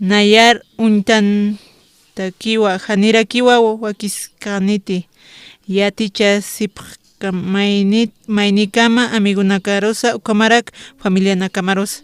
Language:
Aymara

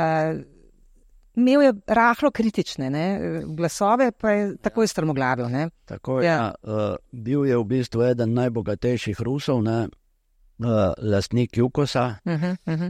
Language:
Slovenian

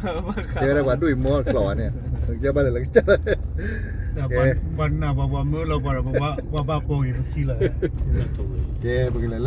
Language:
S'gaw Karen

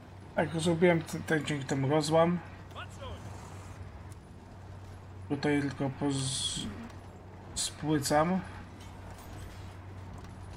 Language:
Polish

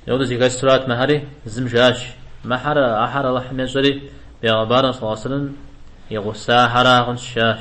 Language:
Kabardian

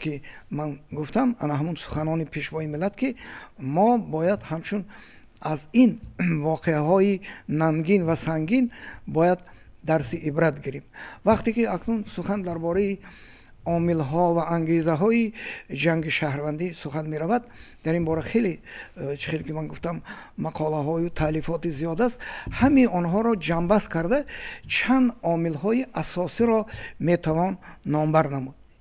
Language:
Tajik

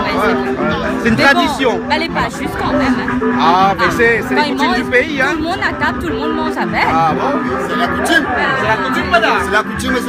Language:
Réunion Creole French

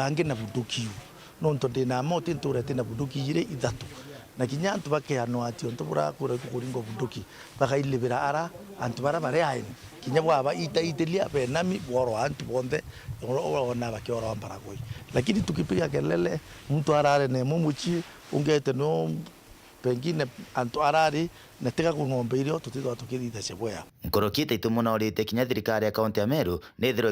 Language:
Meru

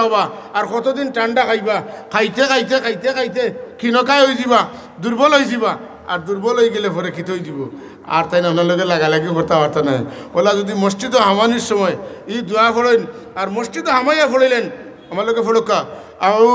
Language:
Sylheti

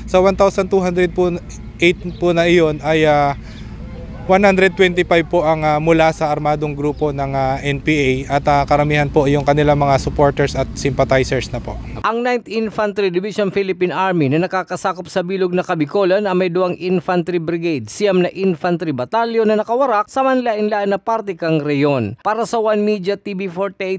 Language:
Bikol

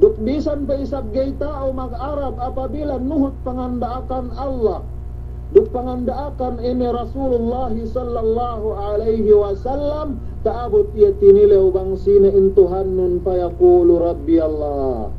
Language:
Yakan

